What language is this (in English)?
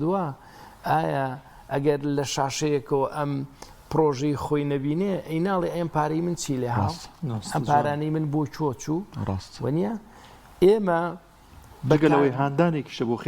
Central Kurdish